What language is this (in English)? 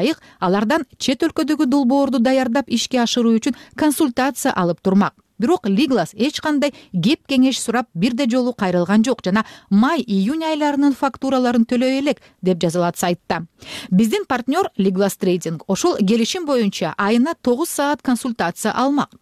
Kyrgyz